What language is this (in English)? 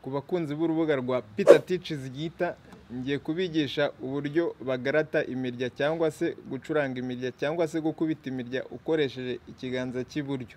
Kinyarwanda